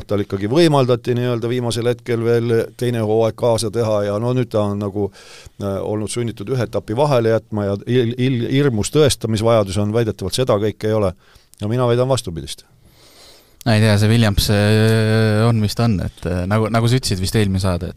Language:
Estonian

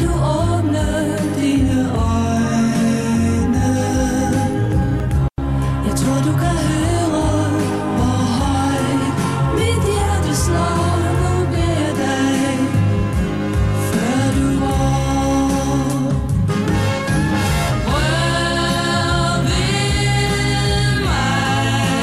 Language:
Danish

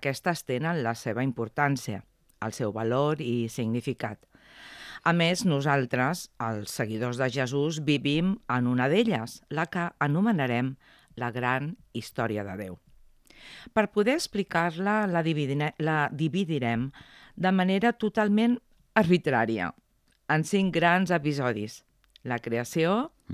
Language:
Catalan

